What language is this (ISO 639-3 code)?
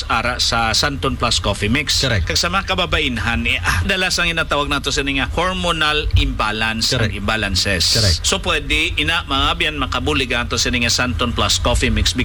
hil